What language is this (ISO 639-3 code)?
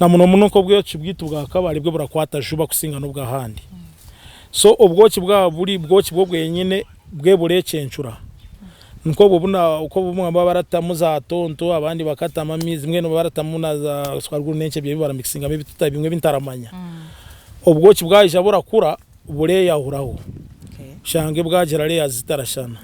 nyn